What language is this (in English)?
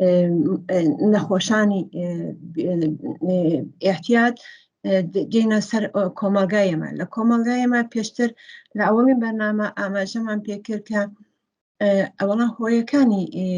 Central Kurdish